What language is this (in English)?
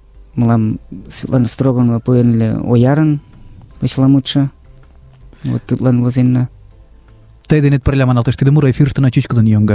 Mari